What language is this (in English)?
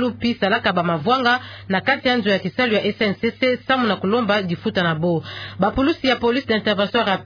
Kituba (Democratic Republic of Congo)